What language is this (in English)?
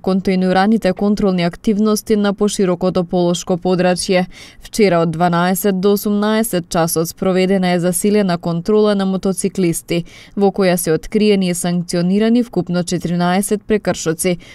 Macedonian